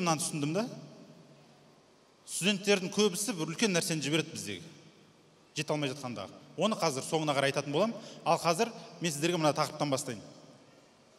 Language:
Kazakh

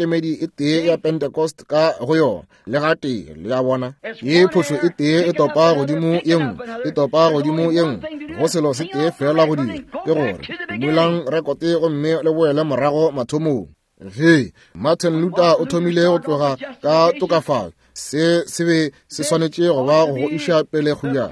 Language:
Northern Sotho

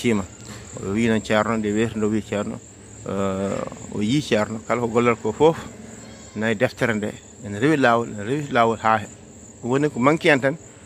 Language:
Fula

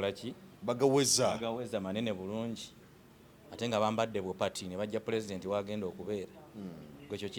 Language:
Ganda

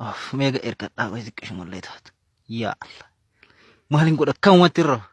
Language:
Oromo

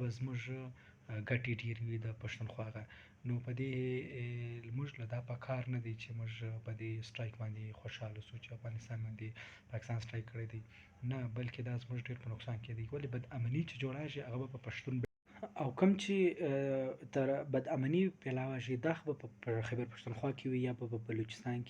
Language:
Pashto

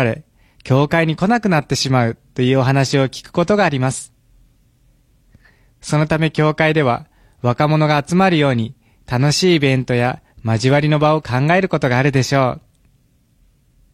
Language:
Japanese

